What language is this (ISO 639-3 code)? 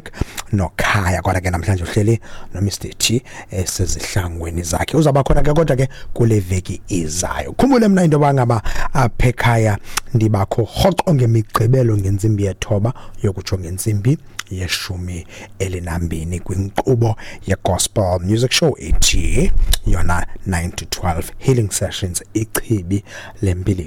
xho